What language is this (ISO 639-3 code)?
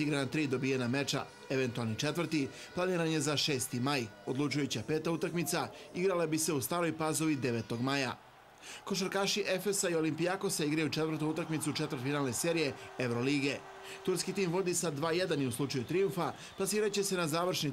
srp